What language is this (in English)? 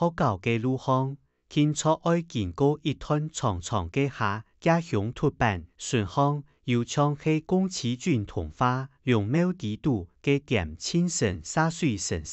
Hakka Chinese